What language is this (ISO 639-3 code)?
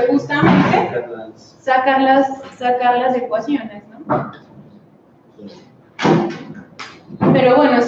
spa